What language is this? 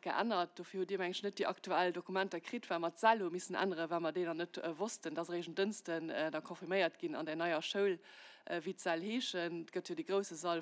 Luxembourgish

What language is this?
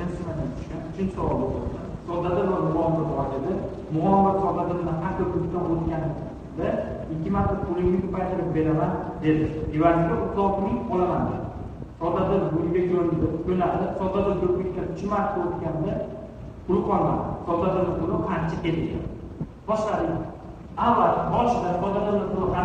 Uzbek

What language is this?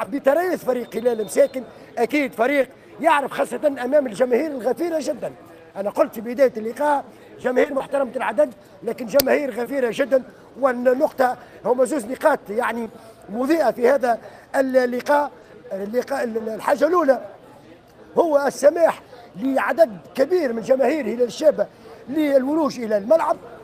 Tunisian Arabic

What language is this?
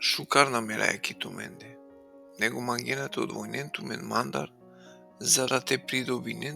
Balkan Romani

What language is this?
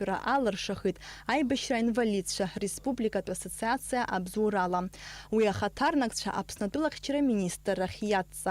Abkhazian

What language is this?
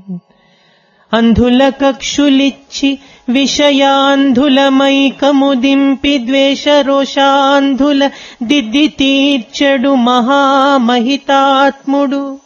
Telugu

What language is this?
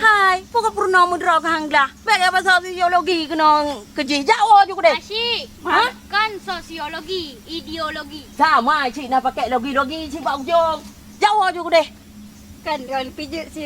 Achinese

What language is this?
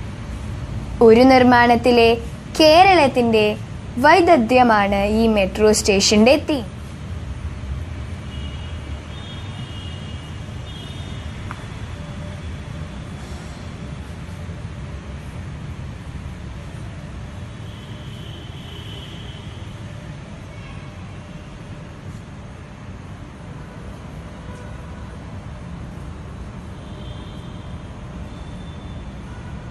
Malayalam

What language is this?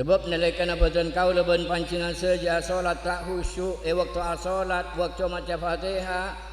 Madurese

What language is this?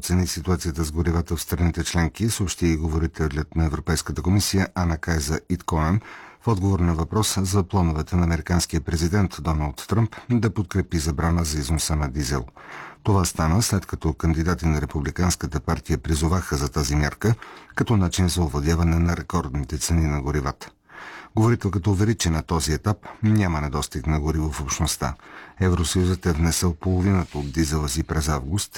Bulgarian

